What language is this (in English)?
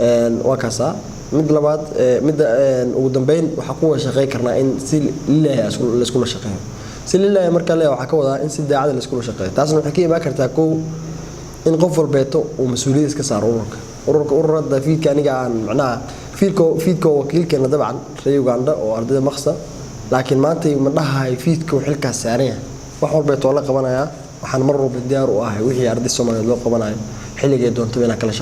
Somali